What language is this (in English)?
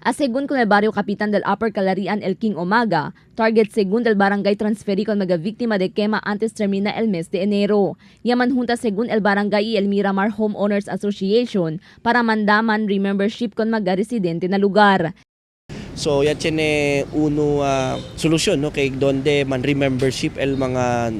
Chavacano